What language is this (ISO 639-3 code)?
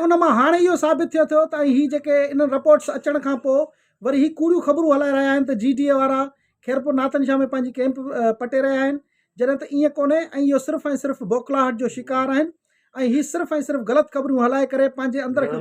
snd